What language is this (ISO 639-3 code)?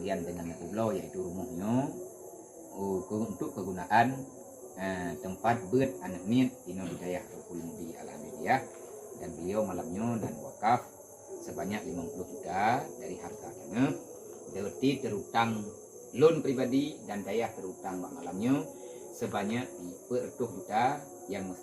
ace